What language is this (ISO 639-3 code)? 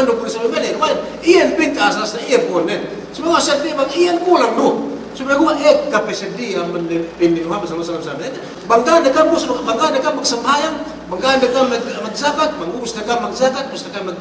yka